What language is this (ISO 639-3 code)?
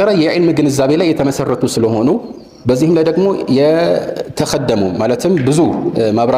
amh